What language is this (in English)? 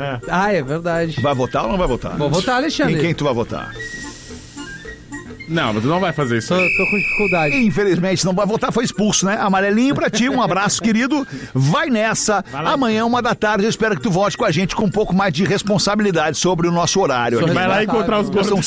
Portuguese